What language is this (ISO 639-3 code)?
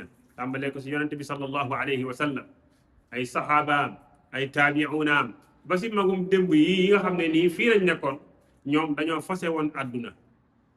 wol